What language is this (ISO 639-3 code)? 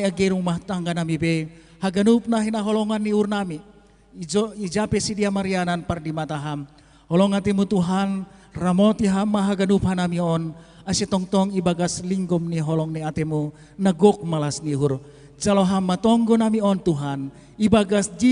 bts